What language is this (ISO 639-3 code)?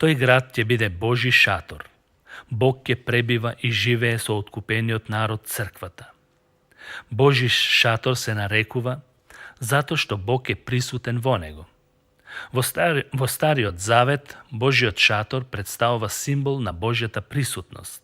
mkd